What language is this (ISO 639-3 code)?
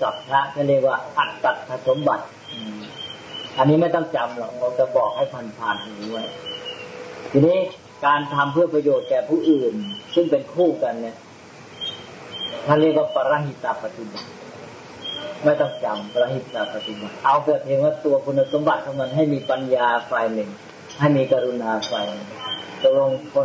tha